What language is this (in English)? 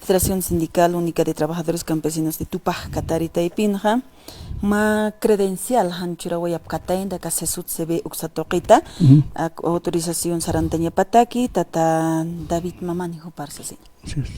Aymara